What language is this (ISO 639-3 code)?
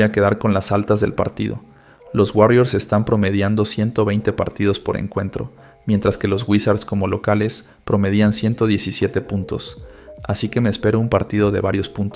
spa